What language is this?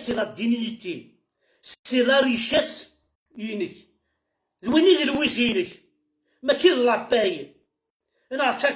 Kabyle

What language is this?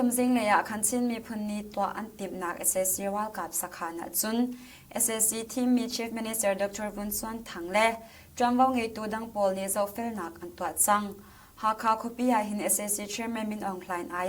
Hakha Chin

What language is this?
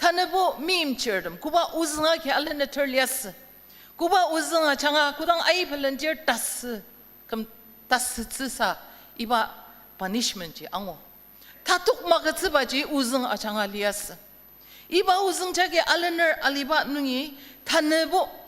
Ao Naga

